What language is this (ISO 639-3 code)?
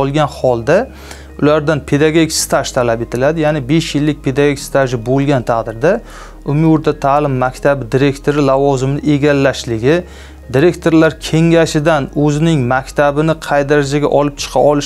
uzb